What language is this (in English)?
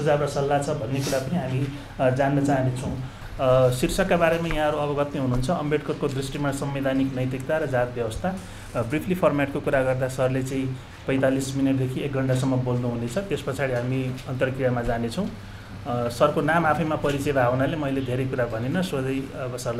Nepali